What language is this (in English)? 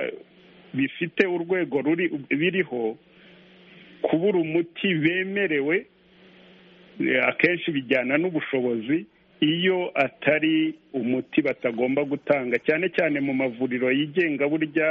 Kinyarwanda